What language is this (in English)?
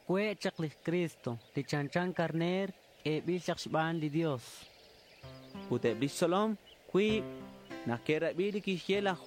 Kekchí